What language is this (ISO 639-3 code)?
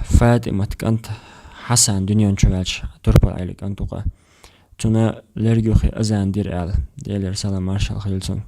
che